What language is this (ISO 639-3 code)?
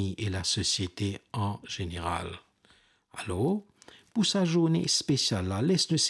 mfe